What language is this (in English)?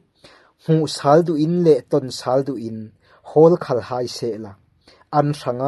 Falam Chin